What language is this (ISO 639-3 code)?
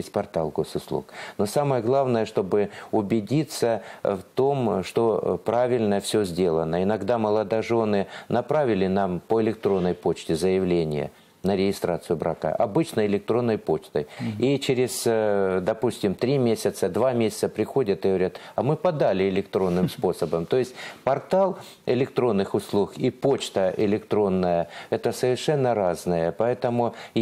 rus